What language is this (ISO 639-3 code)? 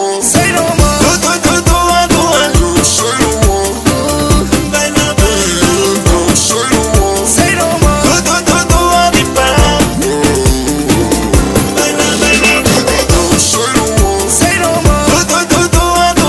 ron